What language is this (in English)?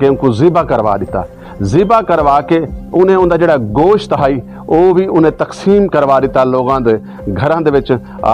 Saraiki